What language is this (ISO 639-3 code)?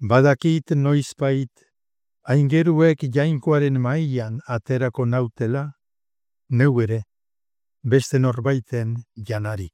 eus